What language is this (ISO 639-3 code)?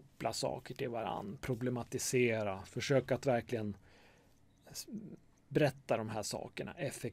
swe